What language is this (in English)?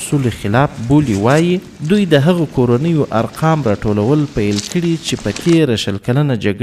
Pashto